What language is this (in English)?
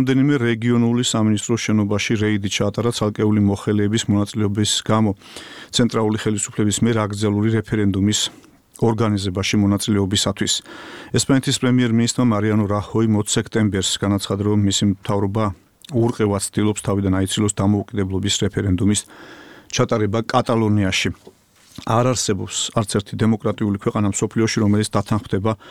Georgian